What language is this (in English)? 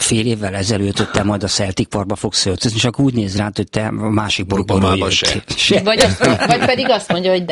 Hungarian